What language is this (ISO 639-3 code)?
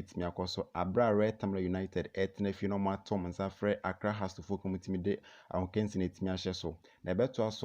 aka